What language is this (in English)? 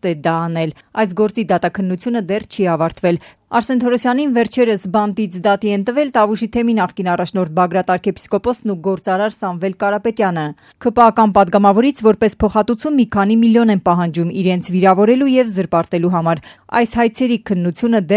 Armenian